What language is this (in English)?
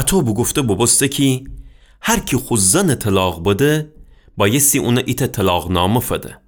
Gilaki